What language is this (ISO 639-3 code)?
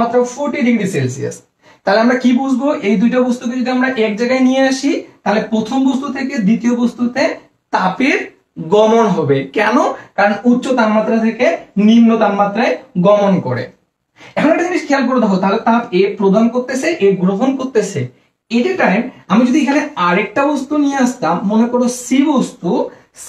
ben